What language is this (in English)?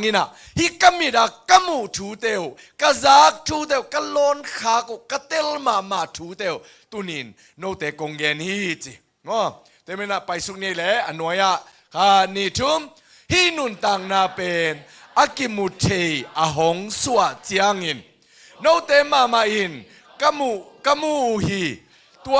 Tedim Chin